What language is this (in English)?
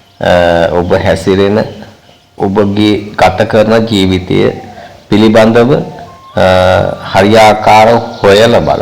Sinhala